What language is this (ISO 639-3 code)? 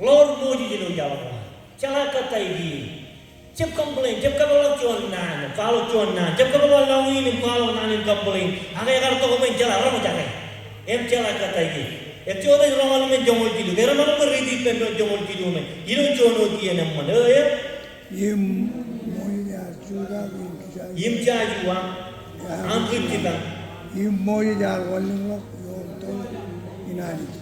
mah